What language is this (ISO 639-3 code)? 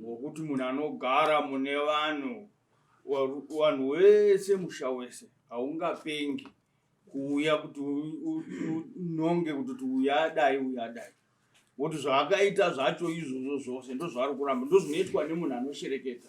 sna